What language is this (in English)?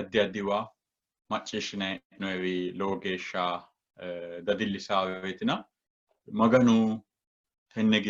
Sidamo